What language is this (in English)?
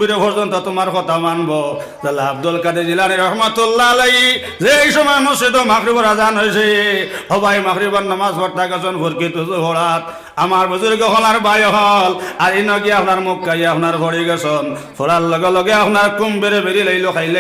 Sylheti